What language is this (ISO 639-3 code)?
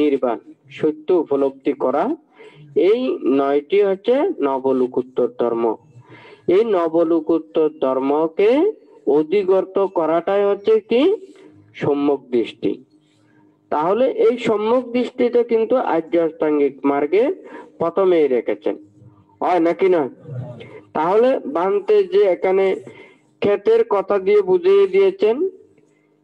ben